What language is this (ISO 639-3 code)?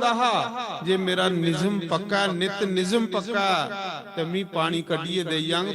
doi